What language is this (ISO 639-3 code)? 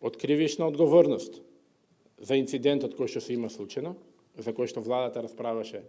mkd